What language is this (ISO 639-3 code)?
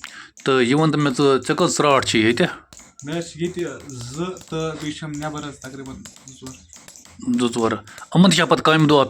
kas